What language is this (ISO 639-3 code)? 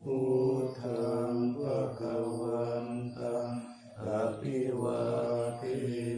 pli